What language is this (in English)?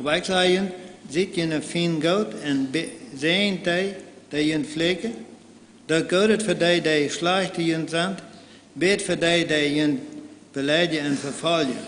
Plautdietsch